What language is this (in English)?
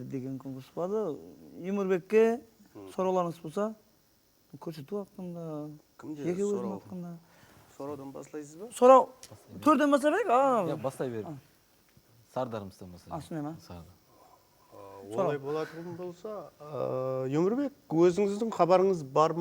Kara-Kalpak